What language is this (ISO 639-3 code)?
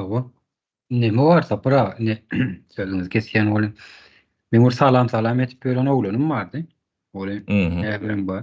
tuk